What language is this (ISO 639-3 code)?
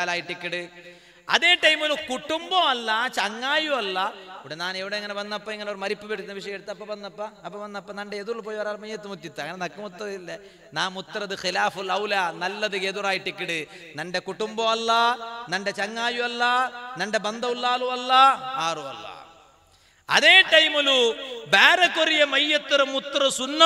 mal